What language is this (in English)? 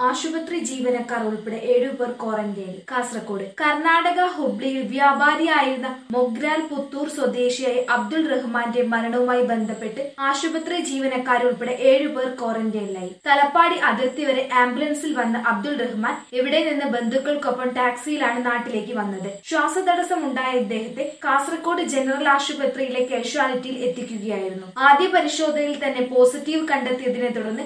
Malayalam